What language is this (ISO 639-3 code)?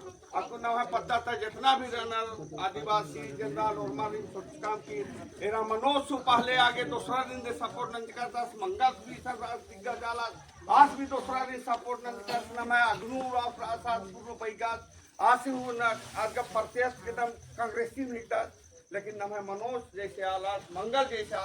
kru